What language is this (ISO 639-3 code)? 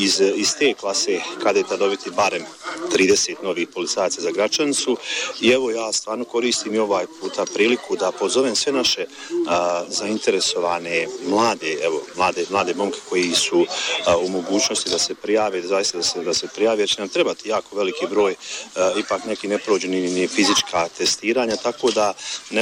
bos